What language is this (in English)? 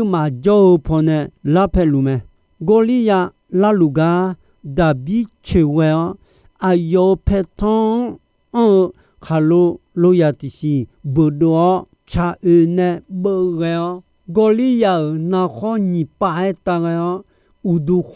Akha